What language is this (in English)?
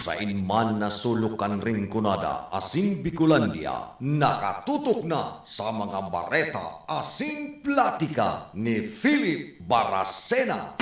Bikol